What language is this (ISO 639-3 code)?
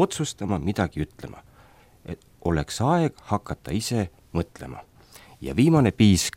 est